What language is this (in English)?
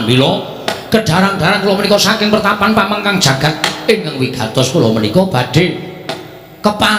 Javanese